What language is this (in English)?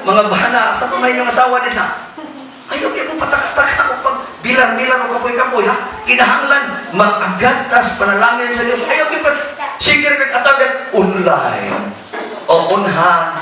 Cebuano